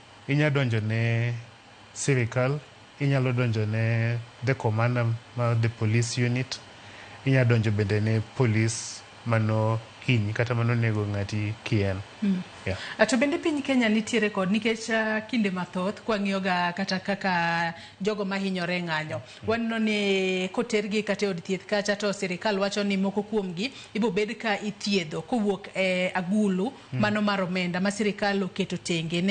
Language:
Luo (Kenya and Tanzania)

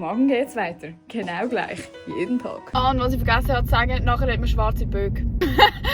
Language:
Swiss German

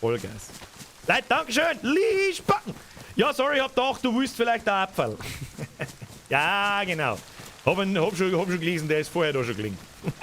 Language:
Bavarian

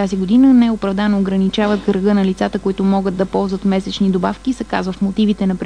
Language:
Bulgarian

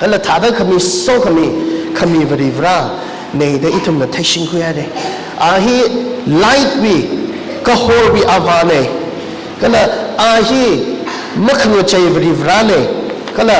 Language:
Tangkhul Naga (India)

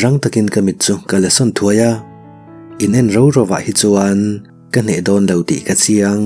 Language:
Mizo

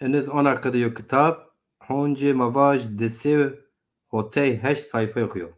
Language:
Zaza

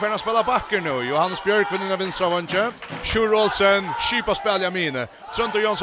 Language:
Faroese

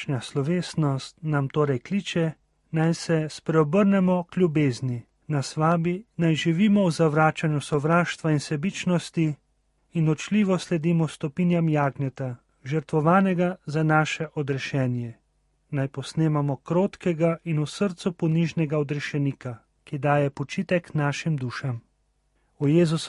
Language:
Slovenian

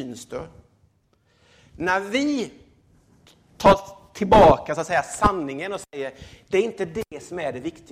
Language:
Swedish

